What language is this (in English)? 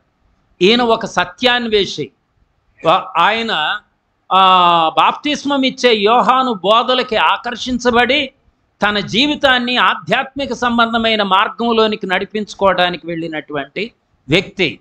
Telugu